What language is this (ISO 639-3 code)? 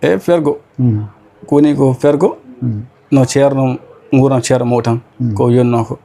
ful